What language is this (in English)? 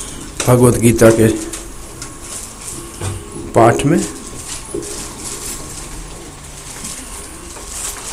Hindi